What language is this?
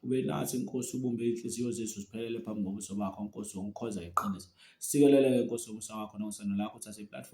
Zulu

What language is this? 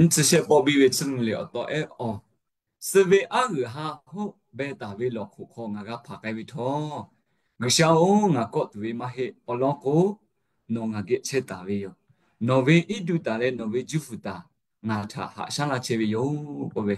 Lahu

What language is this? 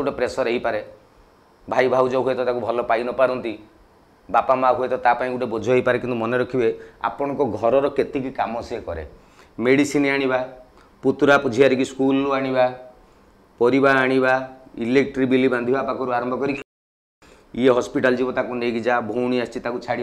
Odia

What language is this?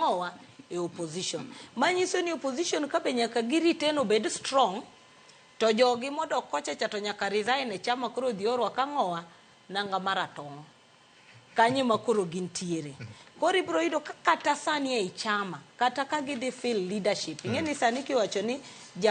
Luo (Kenya and Tanzania)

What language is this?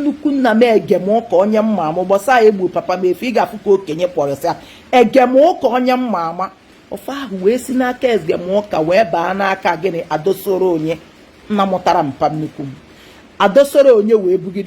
Igbo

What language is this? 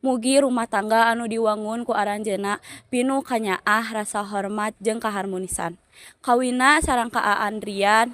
Sundanese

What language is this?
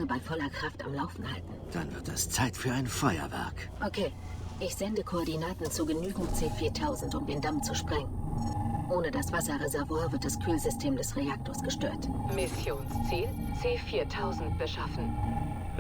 Bavarian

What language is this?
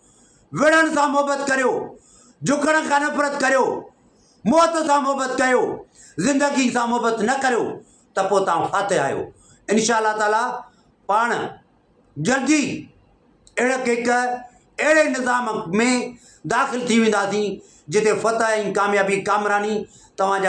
Sindhi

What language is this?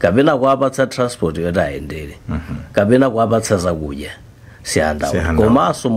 Nyanja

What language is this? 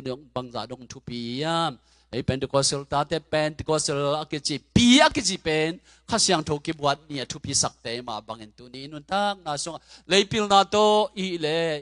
Tedim Chin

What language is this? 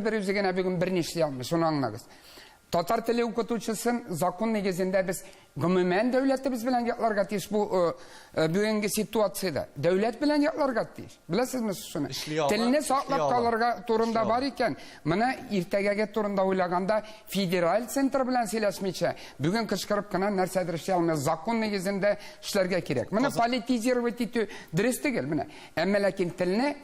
Tatar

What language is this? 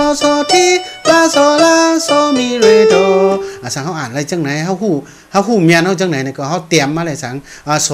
Shan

